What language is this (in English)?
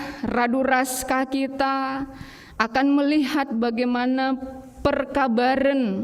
Batak Karo